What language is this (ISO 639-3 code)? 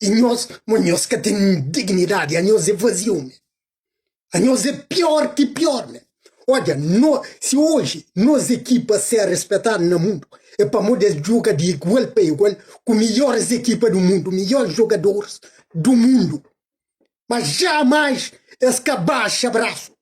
kea